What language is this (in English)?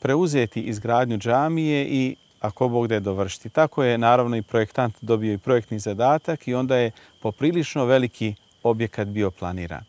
Bosnian